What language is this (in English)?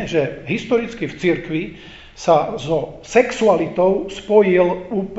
Slovak